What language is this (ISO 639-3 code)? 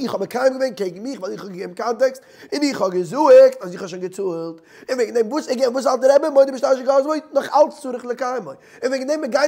yid